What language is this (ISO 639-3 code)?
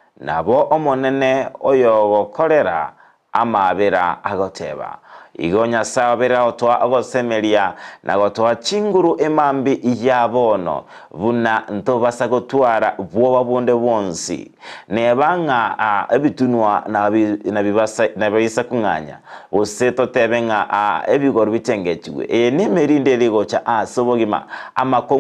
guz